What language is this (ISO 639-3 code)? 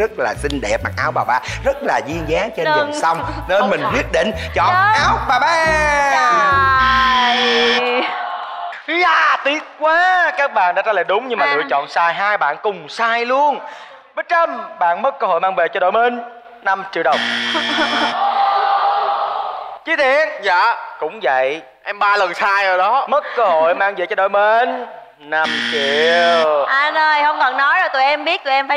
vie